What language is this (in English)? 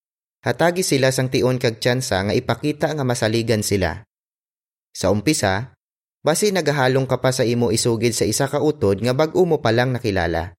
Hiligaynon